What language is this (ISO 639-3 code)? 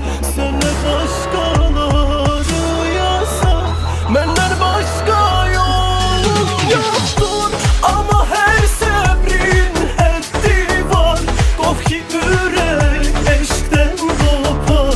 tur